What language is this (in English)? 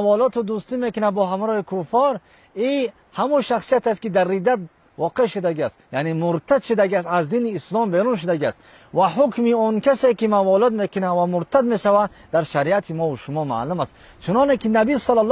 Tajik